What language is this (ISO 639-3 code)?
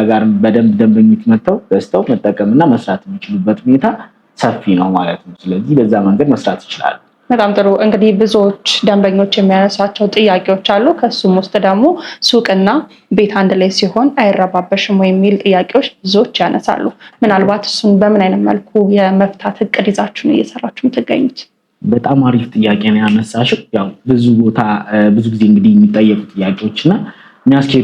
amh